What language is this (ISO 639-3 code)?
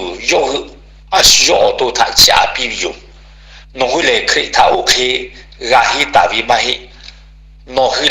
lhu